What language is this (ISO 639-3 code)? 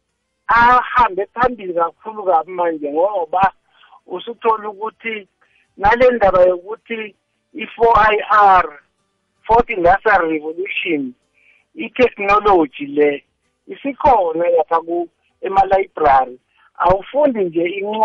nbl